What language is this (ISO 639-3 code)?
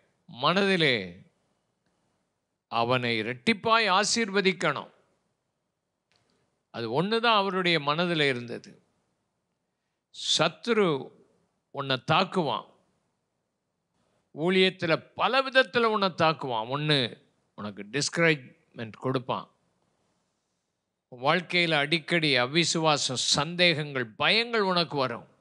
tam